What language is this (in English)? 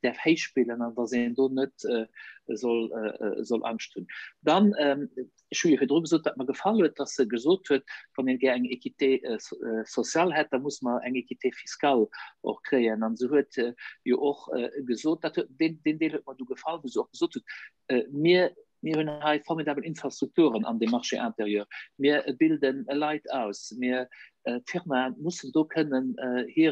Luxembourgish